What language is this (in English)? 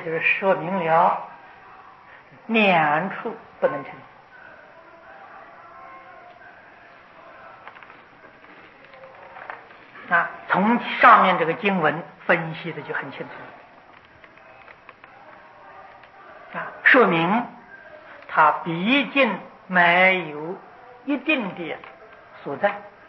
Chinese